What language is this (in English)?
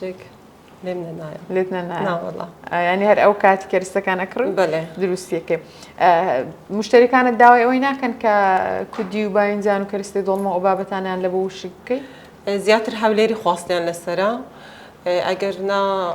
Central Kurdish